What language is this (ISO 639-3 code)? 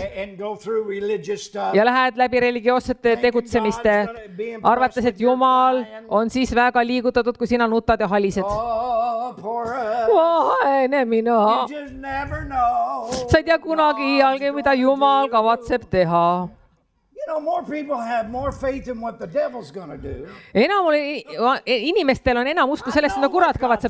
est